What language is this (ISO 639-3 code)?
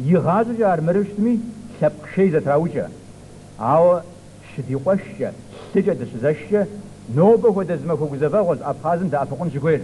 kbd